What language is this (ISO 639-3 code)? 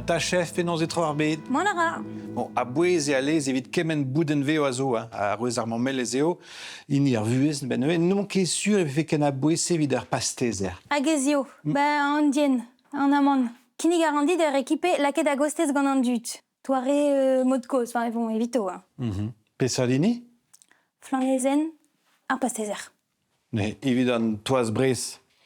bre